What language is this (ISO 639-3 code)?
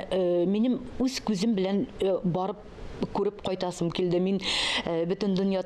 tat